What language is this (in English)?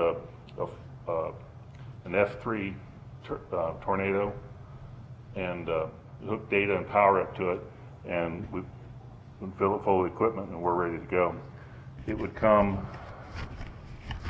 English